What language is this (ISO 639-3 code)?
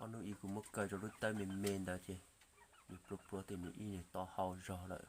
hmn